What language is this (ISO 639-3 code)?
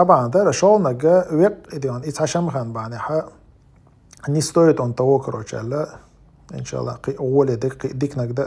che